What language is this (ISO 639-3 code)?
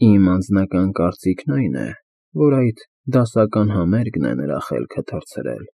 hye